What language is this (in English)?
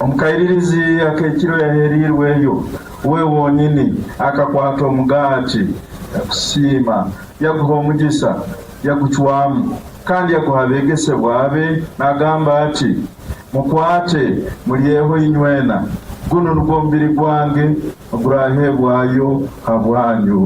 Nyankole